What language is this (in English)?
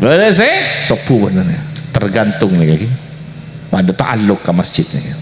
Madurese